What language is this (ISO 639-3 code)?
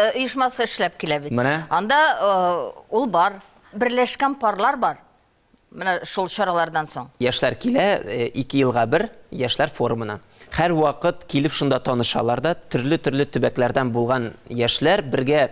tat